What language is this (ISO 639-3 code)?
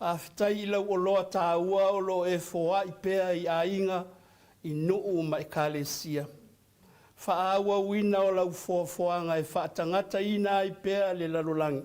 smo